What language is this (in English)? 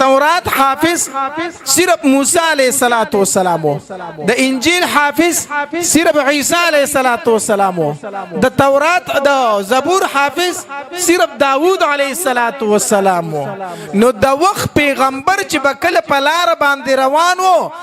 Pashto